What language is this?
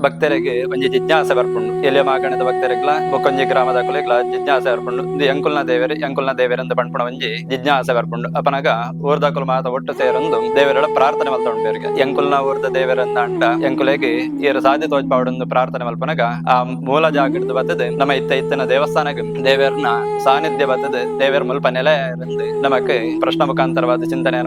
Tulu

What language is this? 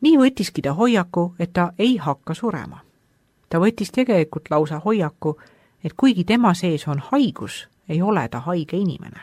Estonian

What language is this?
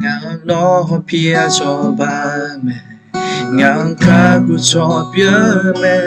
Akha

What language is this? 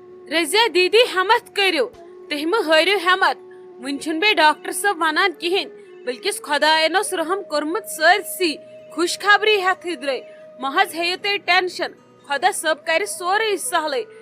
Kashmiri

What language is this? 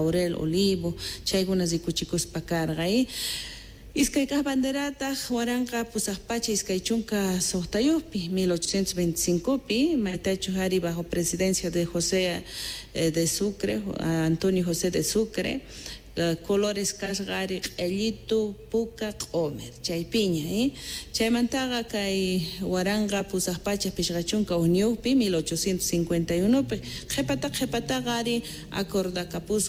South Bolivian Quechua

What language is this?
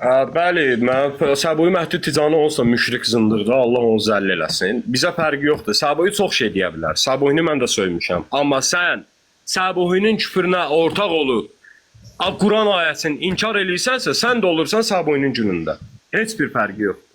Azerbaijani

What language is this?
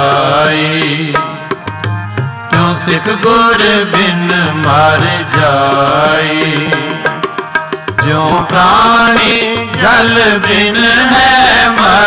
Punjabi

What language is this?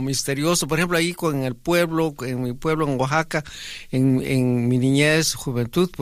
Spanish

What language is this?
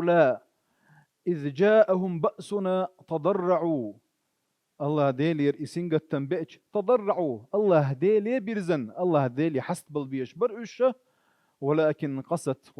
Chechen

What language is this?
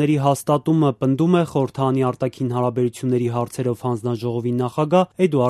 Armenian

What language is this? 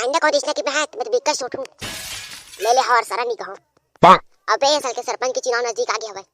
Chhattisgarhi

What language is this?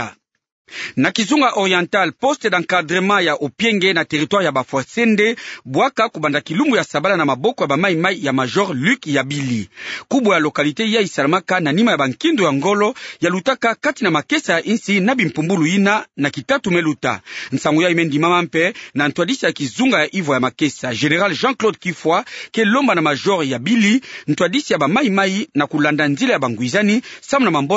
Kituba (Democratic Republic of Congo)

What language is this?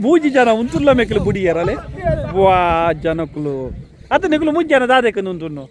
Tulu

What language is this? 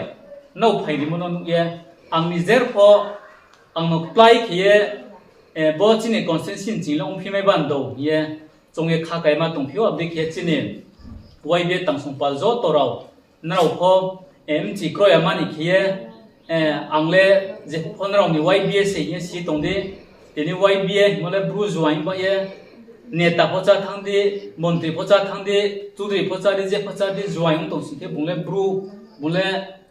Riang (India)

